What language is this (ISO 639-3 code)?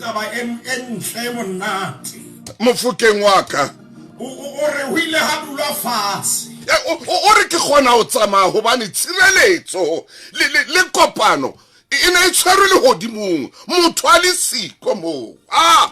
sot